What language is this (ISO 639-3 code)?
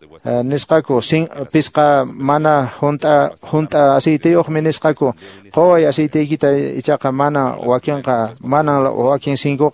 que